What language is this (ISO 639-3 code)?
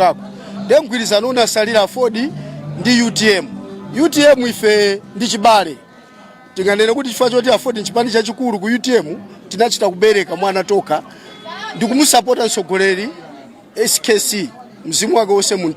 nya